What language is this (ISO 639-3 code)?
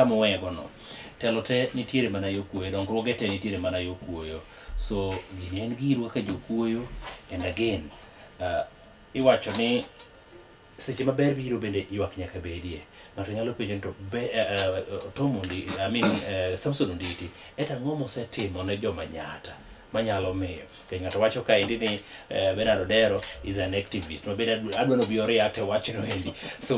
luo